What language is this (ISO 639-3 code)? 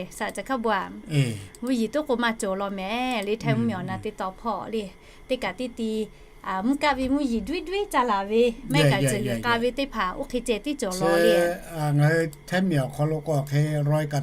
lhu